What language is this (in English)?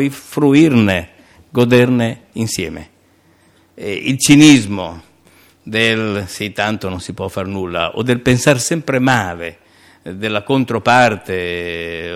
Italian